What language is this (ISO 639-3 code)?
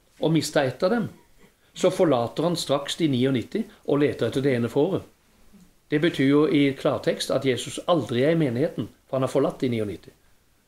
nor